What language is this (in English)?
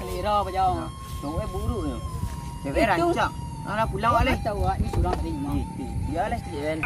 Minangkabau